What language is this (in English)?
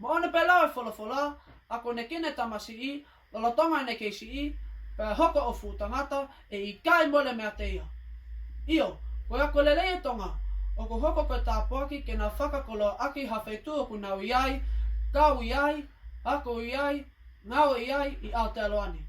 Tongan